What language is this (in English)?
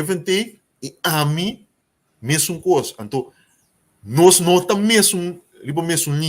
Papiamento